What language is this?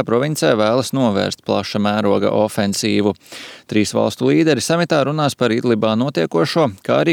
Latvian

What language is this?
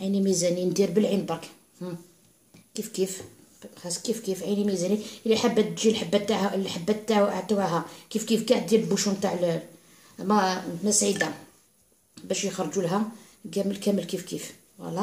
Algerian Arabic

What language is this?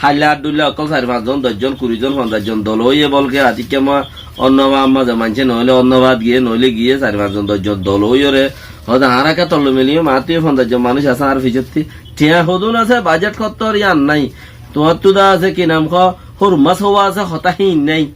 Rohingya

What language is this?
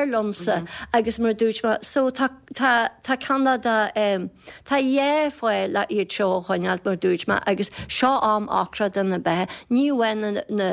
Irish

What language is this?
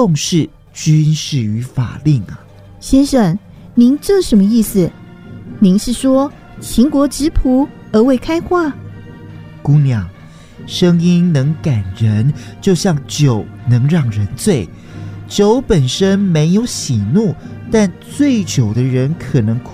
Chinese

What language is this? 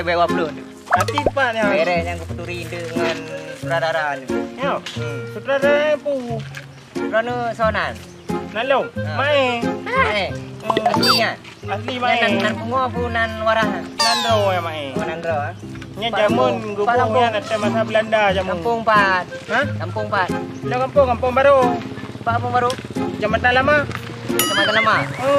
Achinese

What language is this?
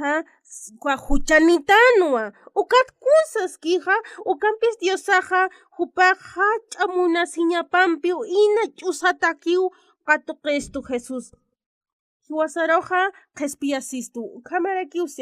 Aymara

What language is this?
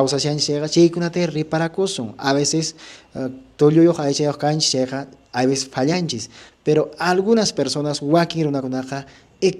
Quechua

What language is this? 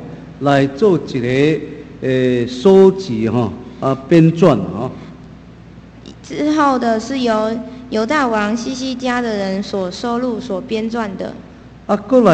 Chinese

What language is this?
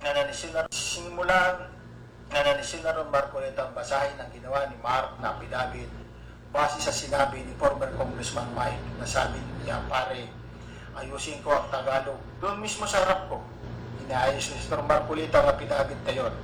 Cebuano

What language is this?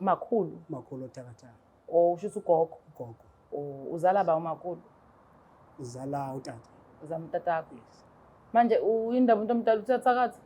Zulu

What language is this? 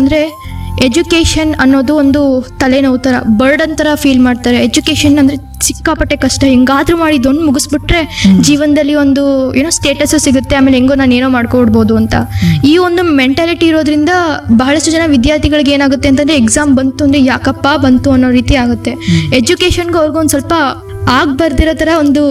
Kannada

